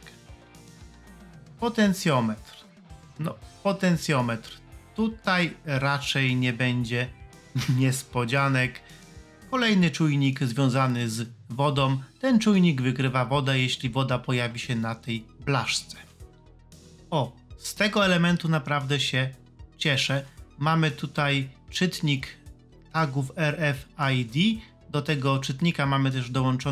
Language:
Polish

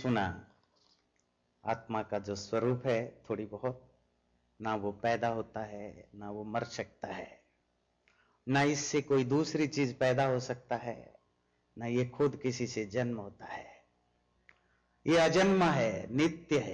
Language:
Hindi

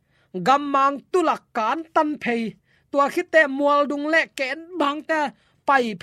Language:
Tedim Chin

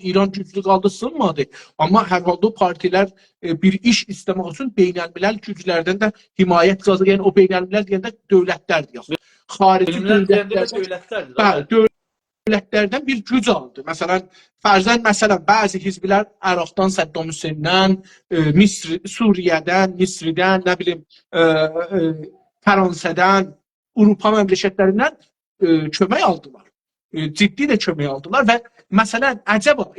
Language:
South Azerbaijani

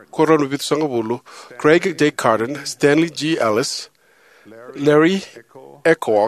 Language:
Fijian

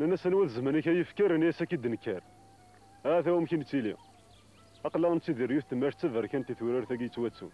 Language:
Kabyle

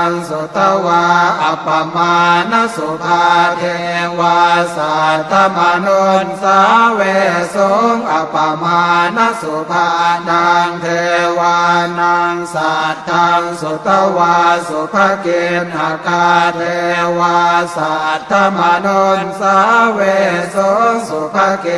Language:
Pali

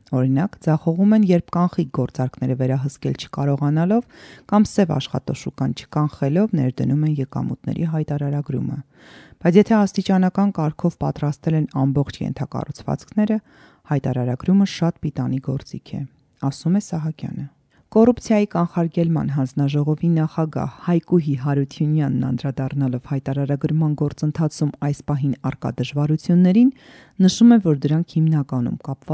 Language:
Armenian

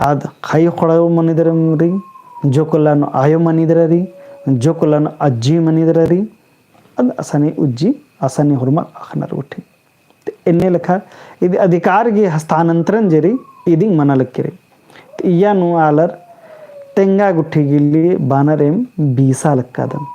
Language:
Kurukh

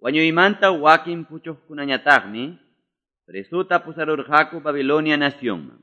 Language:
Quechua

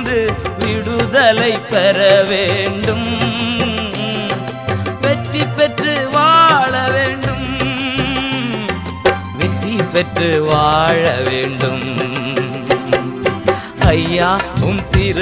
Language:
Tamil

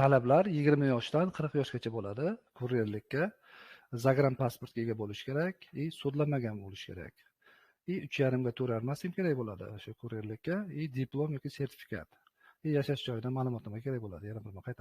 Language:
Uzbek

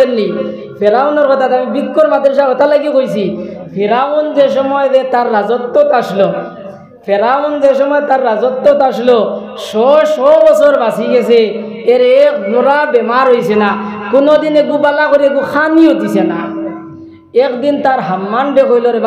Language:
Sylheti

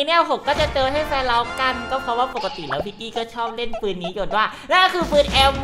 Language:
Thai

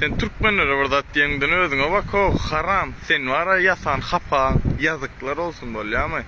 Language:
Turkmen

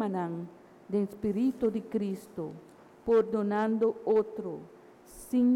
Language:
Papiamento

